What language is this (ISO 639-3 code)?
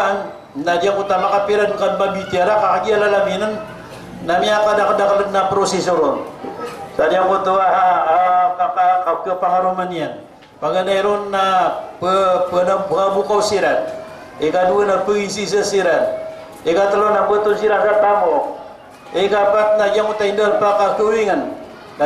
mrw